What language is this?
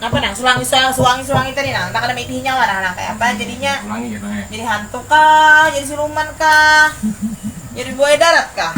Banjar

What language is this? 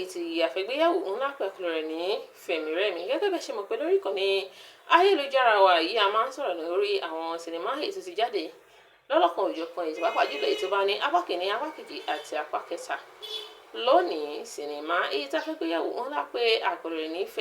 Yoruba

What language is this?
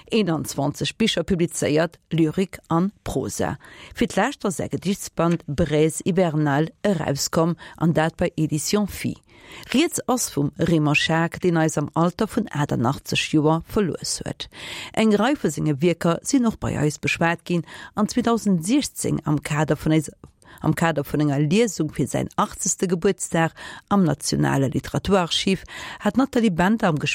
Luxembourgish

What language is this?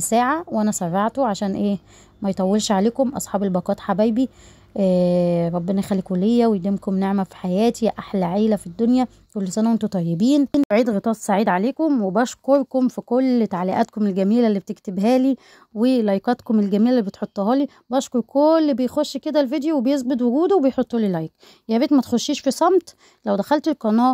Egyptian Arabic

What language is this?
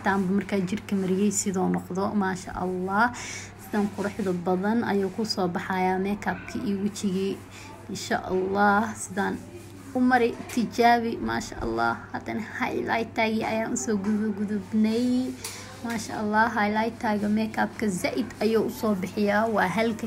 Somali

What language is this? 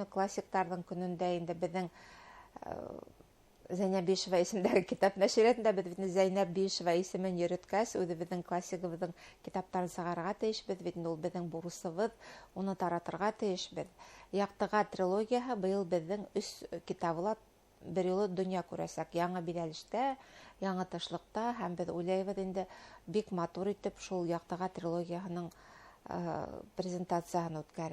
Bashkir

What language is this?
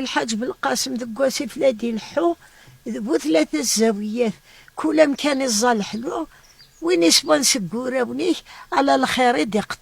Kabyle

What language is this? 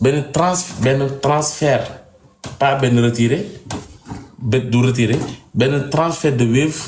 Wolof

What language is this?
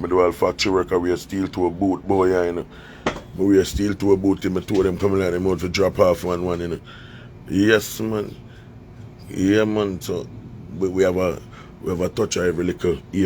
Jamaican Creole English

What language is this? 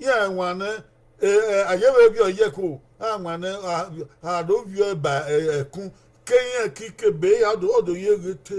Bini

